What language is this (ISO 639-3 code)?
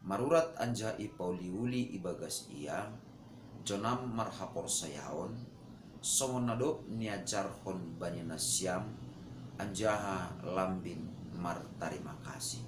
bts